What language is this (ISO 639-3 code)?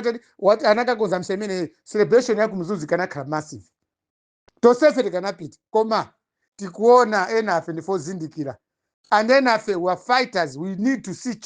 nya